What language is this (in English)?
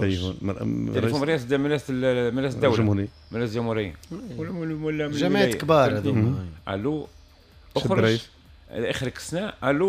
Tunisian Arabic